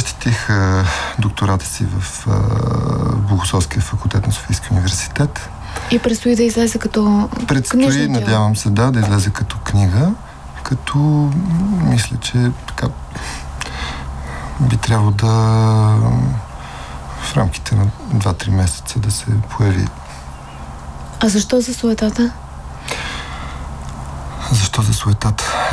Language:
Bulgarian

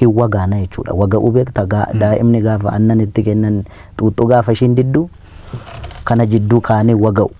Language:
Oromo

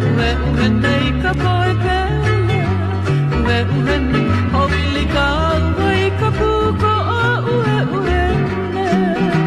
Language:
Hawaiian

